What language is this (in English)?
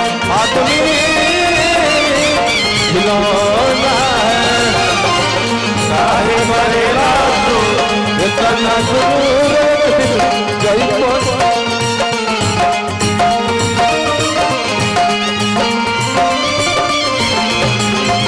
Bhojpuri